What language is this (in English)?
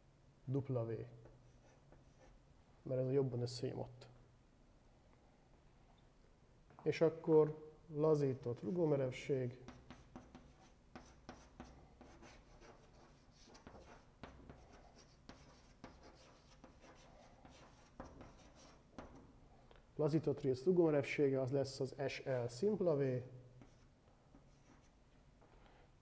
Hungarian